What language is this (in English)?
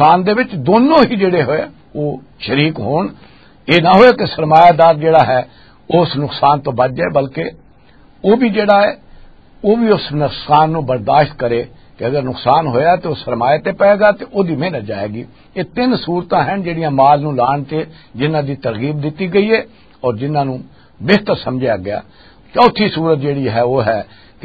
Western Panjabi